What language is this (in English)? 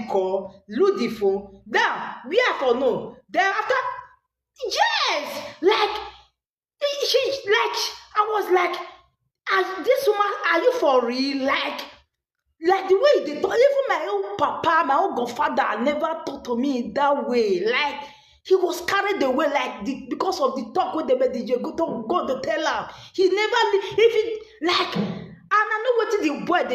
Nigerian Pidgin